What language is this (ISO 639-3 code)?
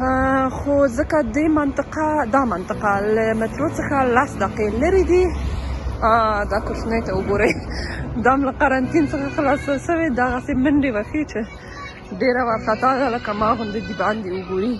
pus